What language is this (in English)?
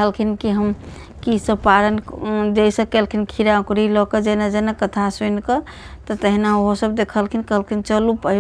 Maithili